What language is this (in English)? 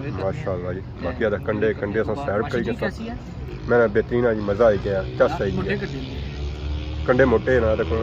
Pahari-Potwari